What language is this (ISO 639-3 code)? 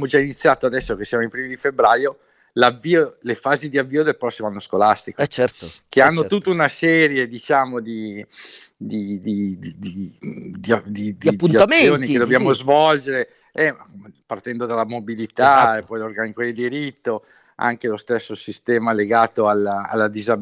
ita